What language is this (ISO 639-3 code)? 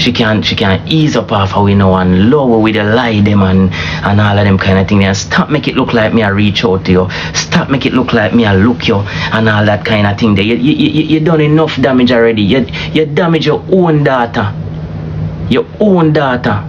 jam